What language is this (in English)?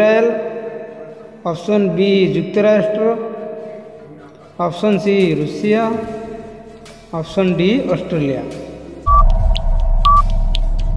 Odia